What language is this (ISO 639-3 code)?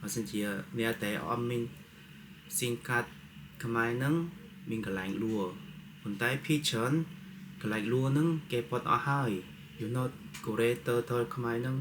khm